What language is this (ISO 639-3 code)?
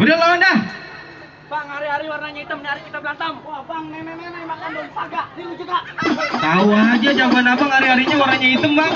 bew